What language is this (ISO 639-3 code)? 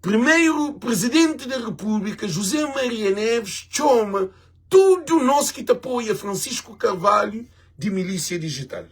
kea